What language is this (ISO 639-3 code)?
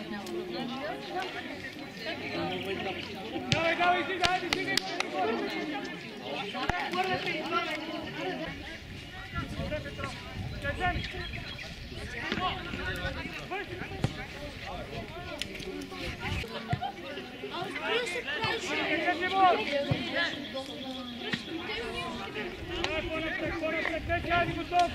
bul